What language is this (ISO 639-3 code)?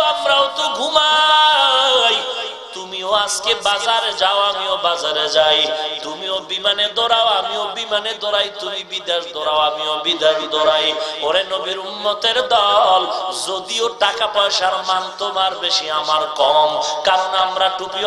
ben